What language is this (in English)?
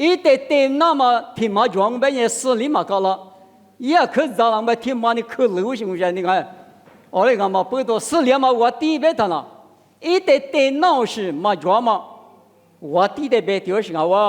Lisu